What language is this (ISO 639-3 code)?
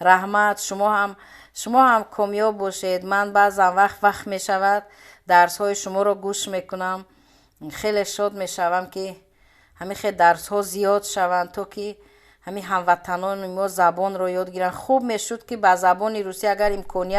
tgk